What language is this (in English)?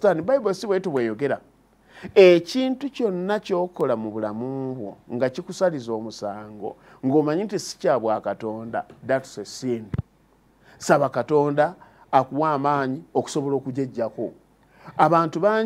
Ganda